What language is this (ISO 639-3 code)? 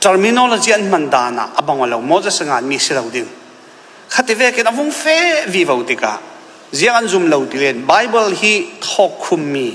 cfm